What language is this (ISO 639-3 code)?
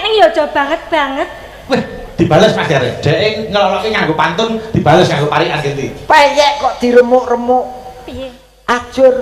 jav